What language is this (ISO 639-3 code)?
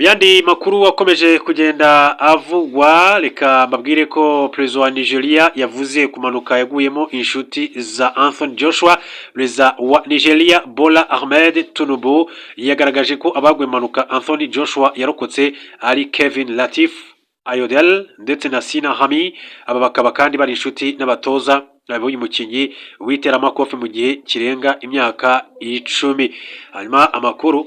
kin